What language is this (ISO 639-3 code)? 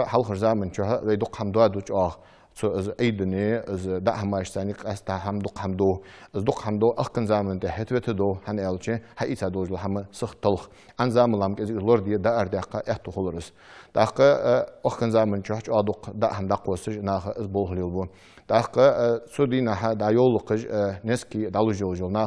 inh